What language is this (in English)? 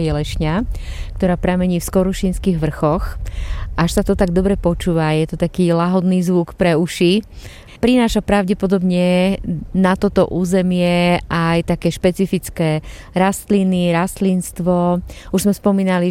Slovak